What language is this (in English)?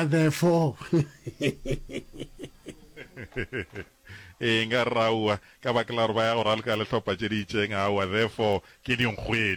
Northern Sotho